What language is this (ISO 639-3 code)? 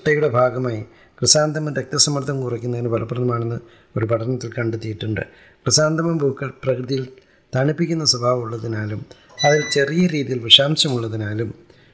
mal